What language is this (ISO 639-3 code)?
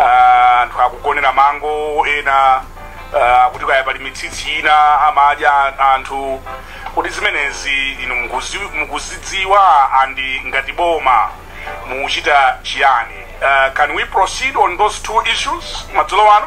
nya